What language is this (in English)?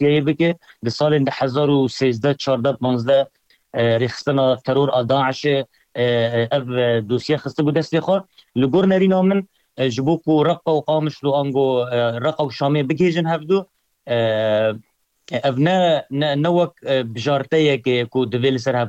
Kurdish